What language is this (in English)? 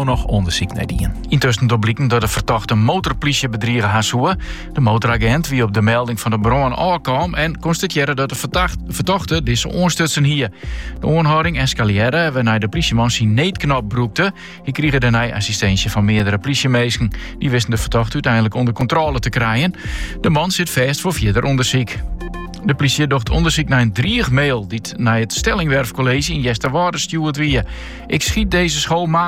Western Frisian